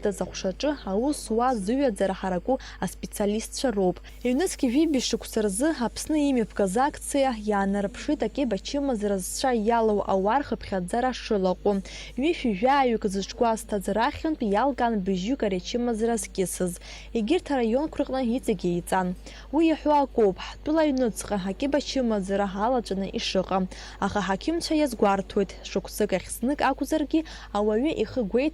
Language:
Abkhazian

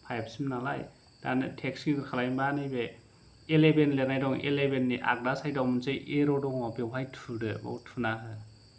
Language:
Bodo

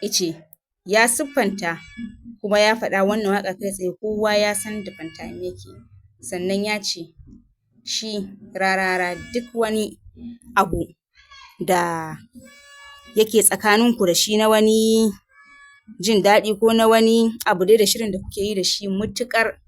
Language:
Hausa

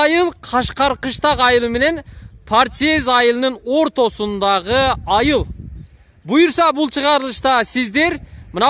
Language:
Kyrgyz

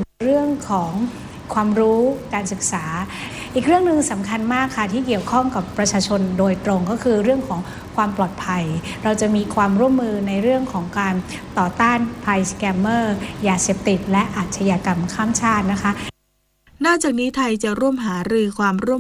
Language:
Thai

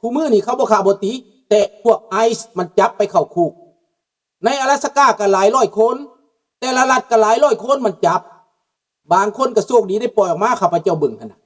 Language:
Lao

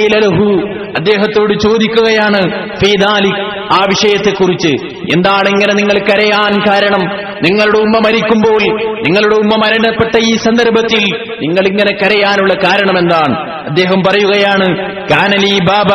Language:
Malayalam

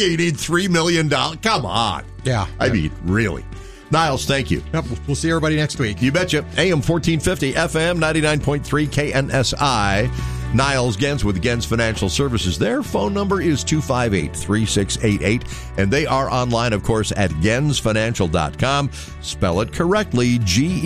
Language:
English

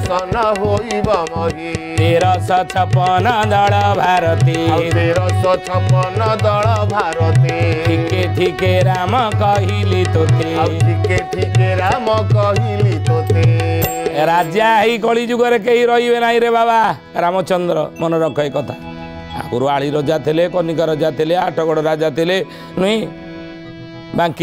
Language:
Odia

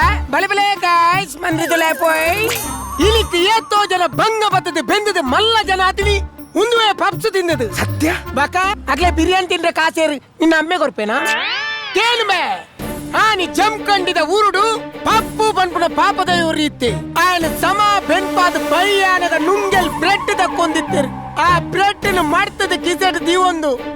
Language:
Tulu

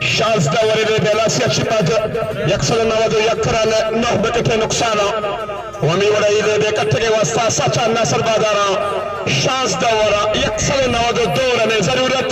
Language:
Baluchi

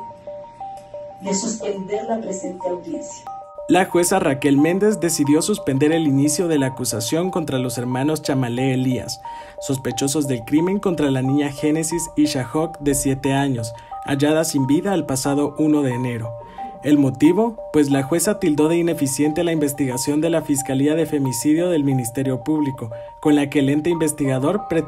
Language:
Spanish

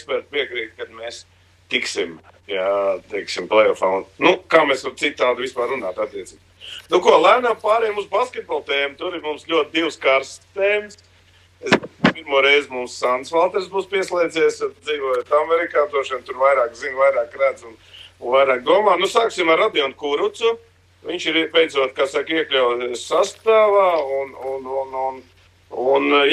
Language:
Latvian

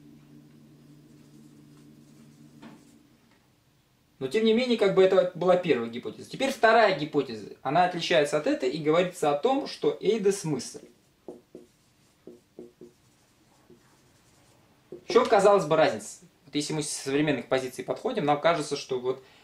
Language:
Russian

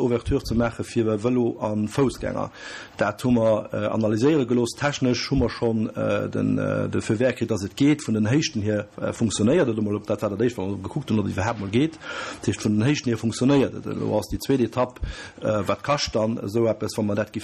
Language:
Luxembourgish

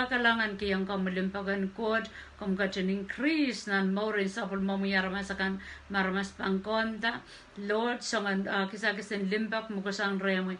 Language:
Pohnpeian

